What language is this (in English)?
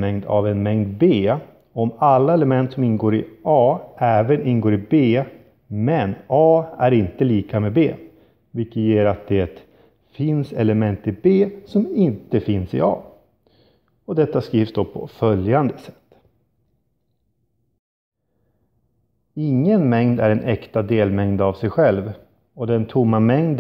Swedish